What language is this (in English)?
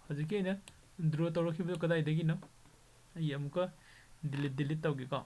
Manipuri